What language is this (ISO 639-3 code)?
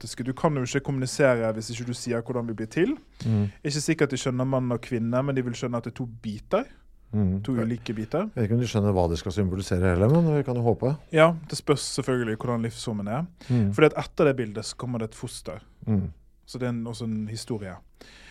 nor